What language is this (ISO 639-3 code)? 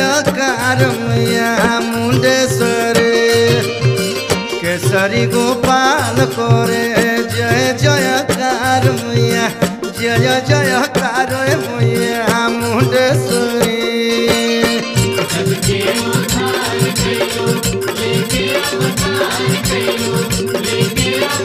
bho